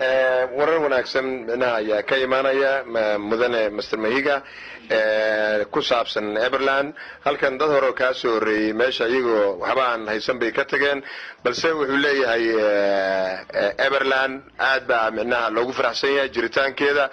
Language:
Somali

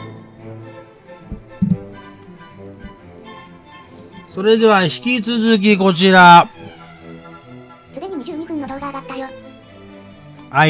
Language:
Japanese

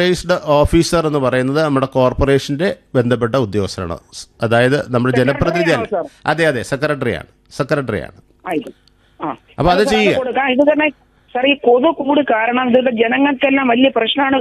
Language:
Malayalam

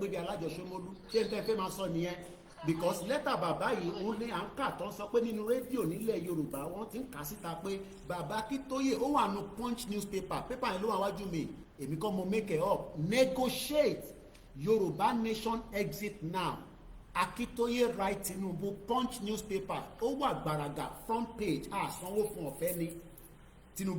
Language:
Yoruba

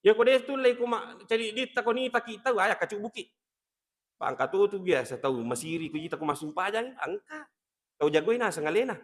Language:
Buginese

